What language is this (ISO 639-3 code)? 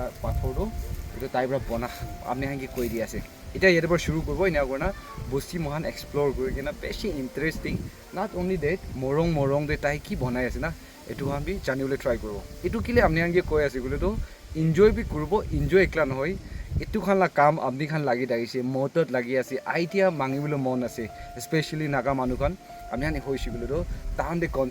nag